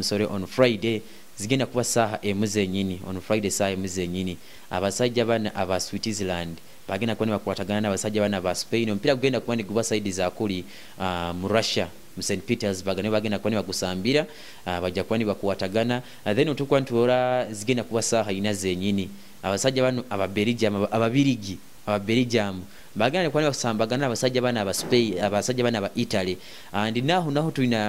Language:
Nyoro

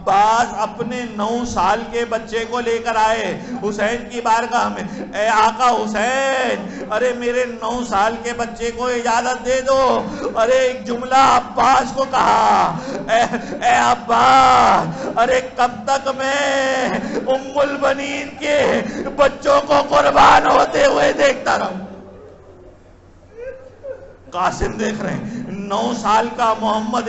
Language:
Urdu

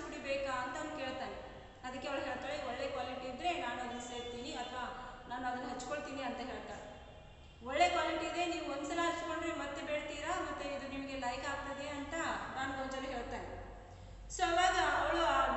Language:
Kannada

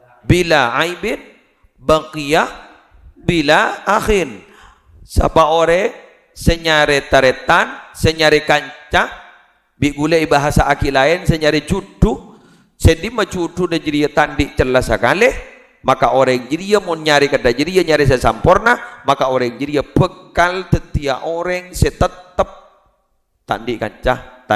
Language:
Madurese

